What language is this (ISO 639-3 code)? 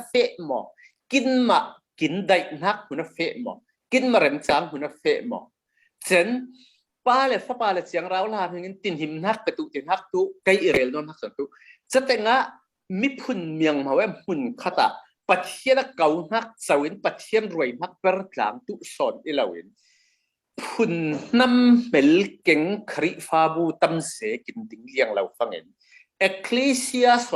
cfm